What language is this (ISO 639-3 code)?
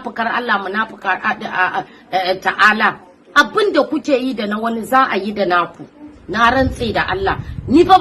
hau